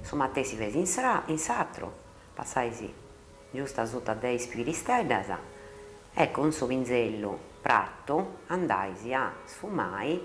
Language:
Sardinian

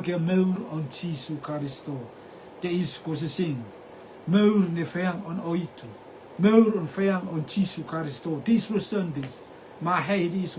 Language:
Rotuman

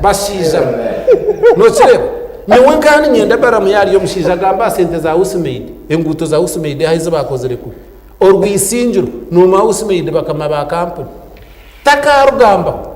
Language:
Nyankole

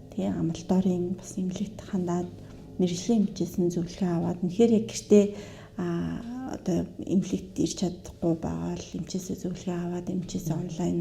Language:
Mongolian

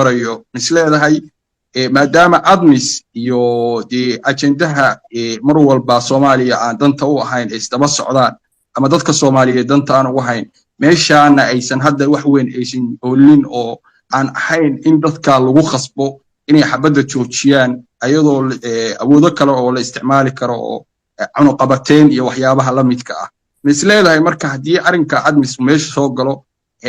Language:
Somali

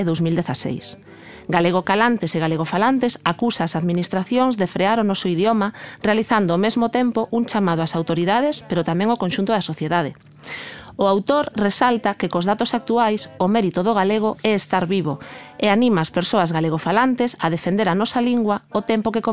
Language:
Galician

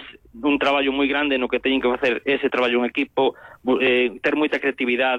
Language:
Galician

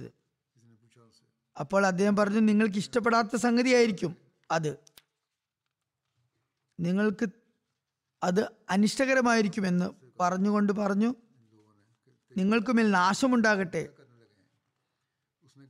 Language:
Malayalam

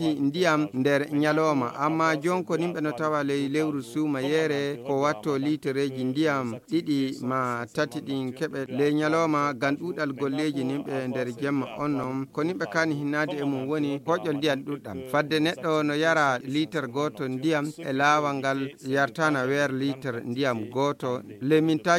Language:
Fula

